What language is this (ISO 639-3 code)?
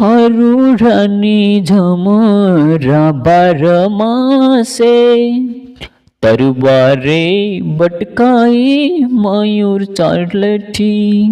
nep